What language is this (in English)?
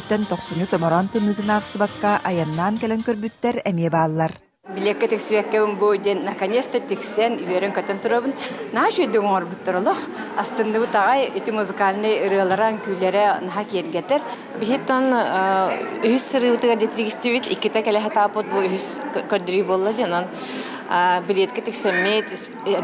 Yakut